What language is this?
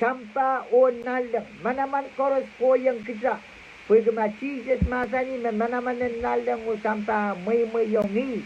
Pohnpeian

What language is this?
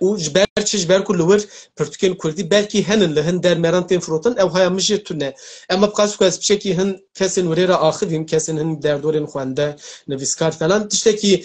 Kurdish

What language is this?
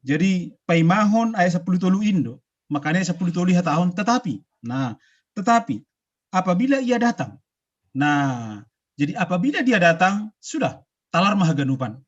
Batak Simalungun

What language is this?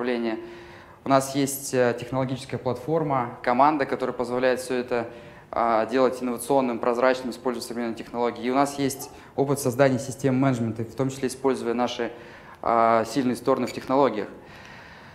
Russian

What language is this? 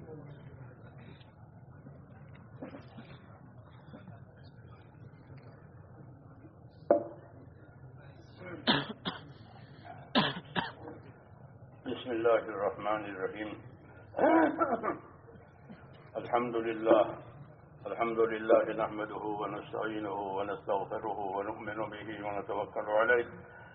Urdu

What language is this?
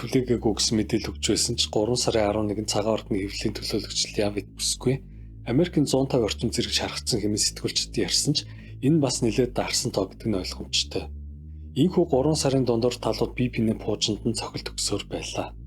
Mongolian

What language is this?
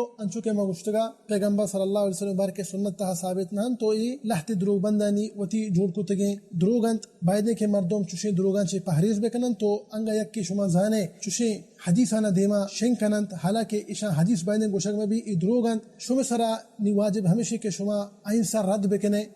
Baluchi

